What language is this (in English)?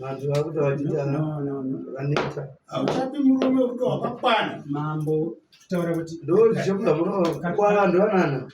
Shona